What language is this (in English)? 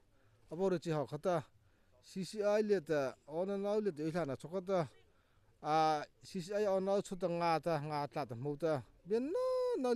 Mara Chin